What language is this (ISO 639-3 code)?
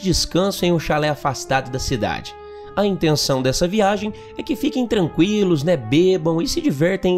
por